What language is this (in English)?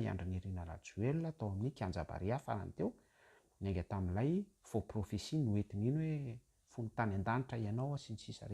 Malagasy